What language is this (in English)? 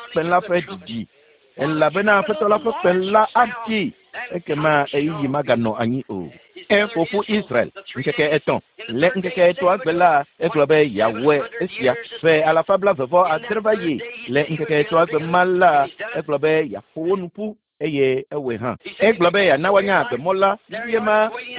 Ewe